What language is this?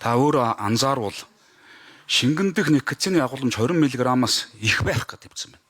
Mongolian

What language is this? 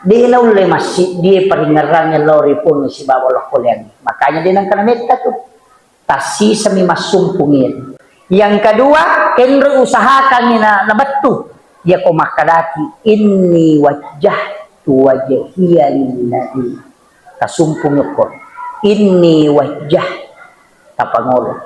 Buginese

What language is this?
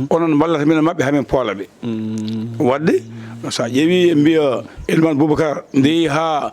Fula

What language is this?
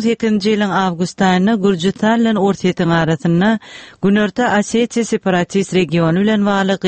Turkmen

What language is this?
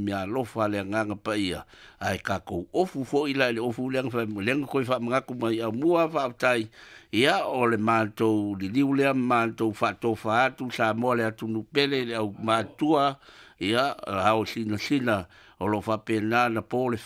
Samoan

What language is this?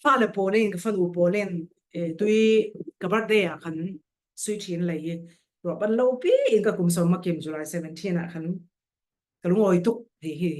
Falam Chin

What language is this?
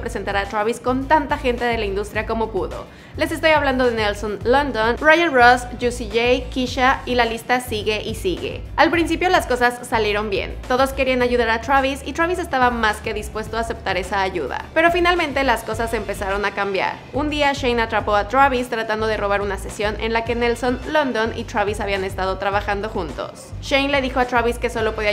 Spanish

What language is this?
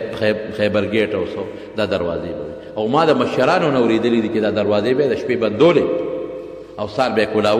Pashto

